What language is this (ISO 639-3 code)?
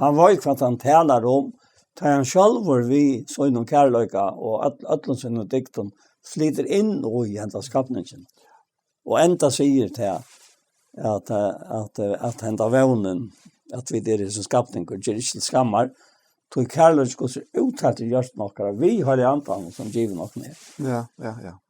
fao